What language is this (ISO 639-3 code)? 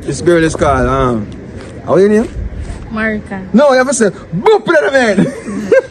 jam